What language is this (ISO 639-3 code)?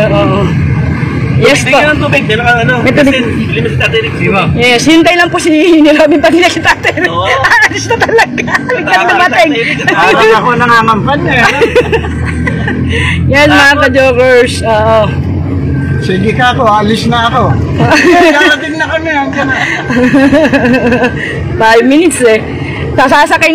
fil